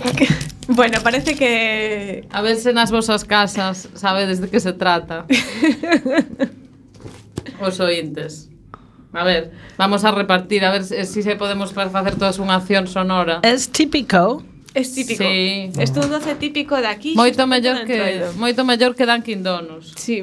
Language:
Galician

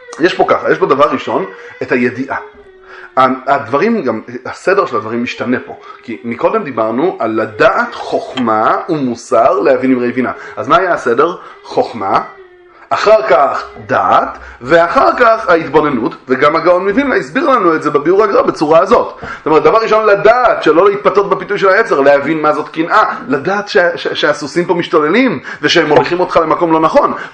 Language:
Hebrew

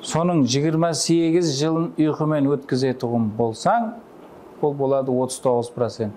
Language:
Kara-Kalpak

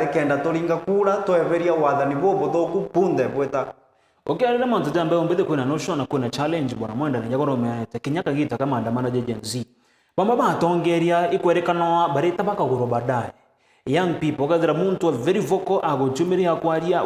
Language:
Meru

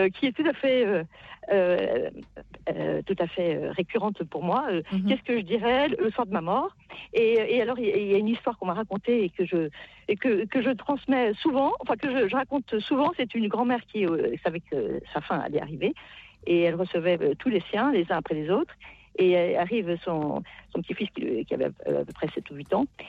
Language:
French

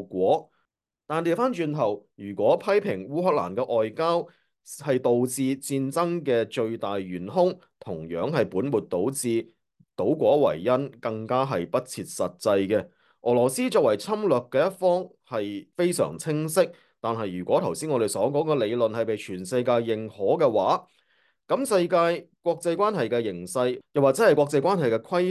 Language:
Cantonese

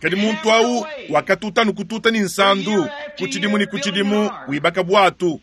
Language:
Luba-Lulua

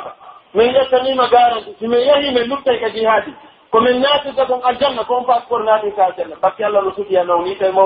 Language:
Pular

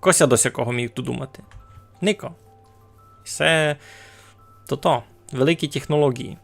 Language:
Rusyn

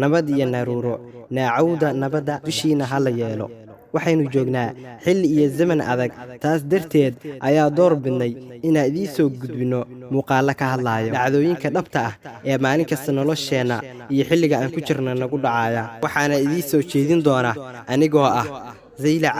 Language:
Somali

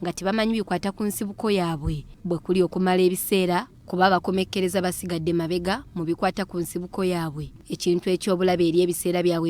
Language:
Ganda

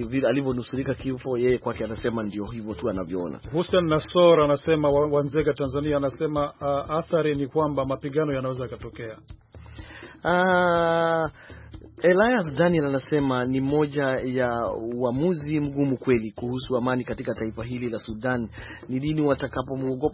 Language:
Swahili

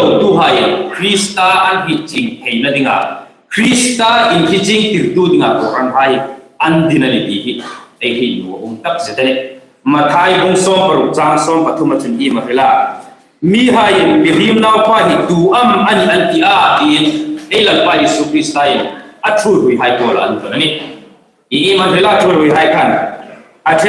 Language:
Hmar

